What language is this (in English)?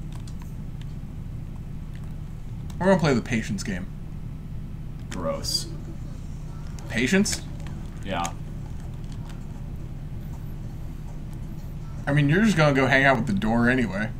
English